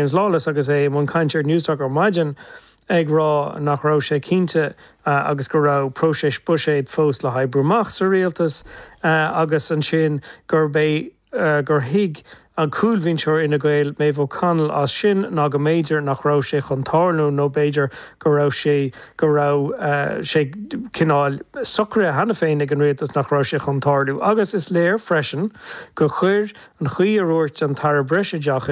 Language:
Irish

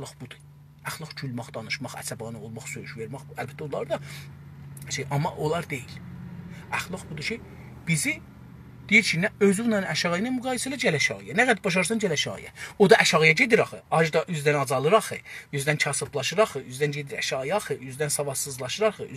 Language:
South Azerbaijani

